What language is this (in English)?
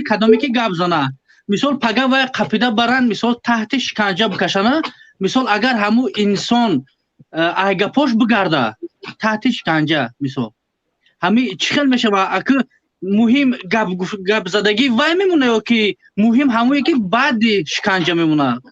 Tajik